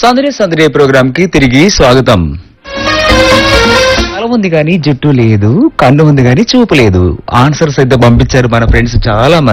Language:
Telugu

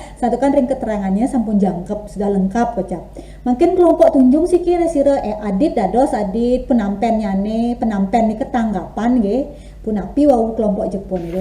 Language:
Balinese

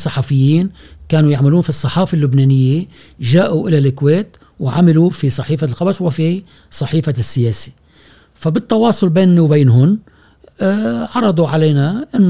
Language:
Gulf Arabic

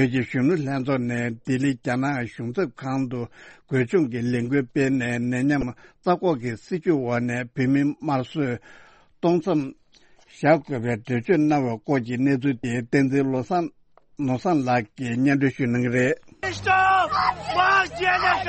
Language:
Tibetan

